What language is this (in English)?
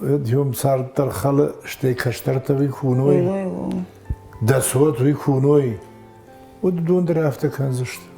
Ossetic